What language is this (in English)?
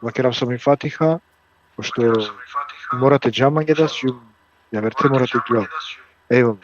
Balkan Romani